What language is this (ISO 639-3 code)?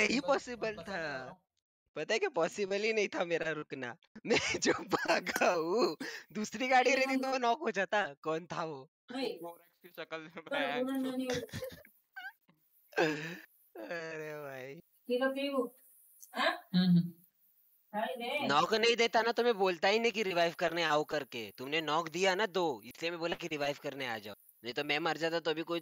hin